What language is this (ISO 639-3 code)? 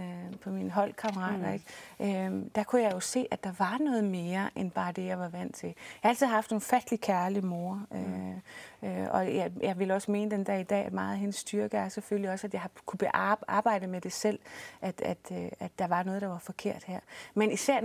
dan